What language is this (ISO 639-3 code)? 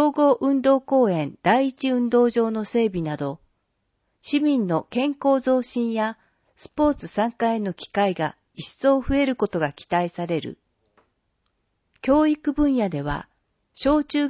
jpn